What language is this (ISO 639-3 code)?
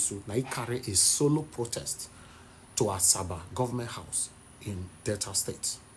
pcm